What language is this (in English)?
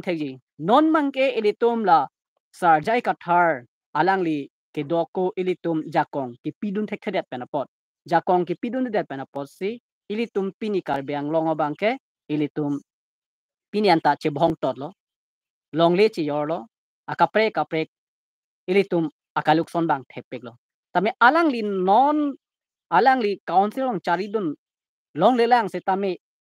Karbi